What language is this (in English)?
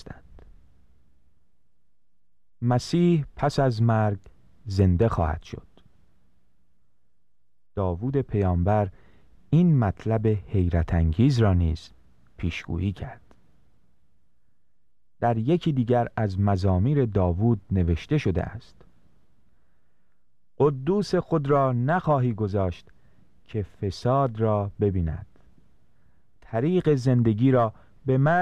Persian